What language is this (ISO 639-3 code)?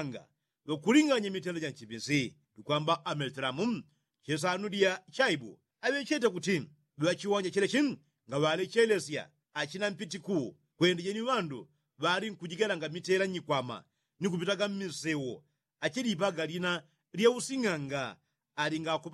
yao